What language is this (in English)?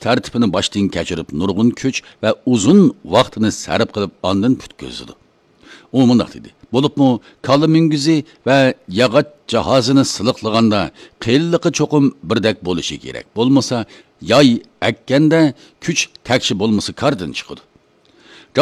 Uyghur